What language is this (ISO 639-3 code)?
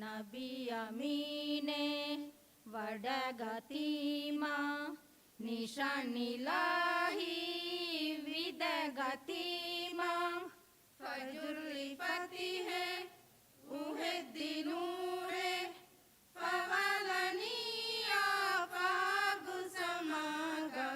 div